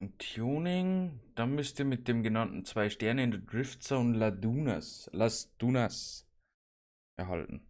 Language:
Bavarian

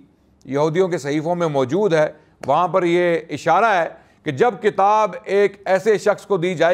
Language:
Urdu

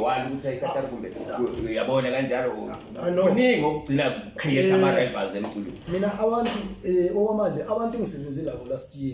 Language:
Zulu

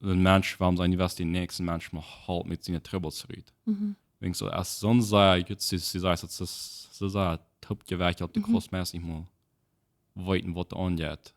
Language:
Plautdietsch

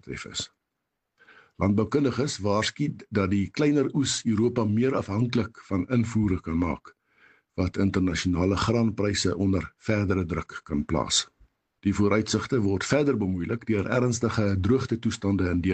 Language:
Afrikaans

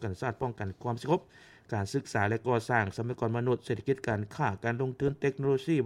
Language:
Lao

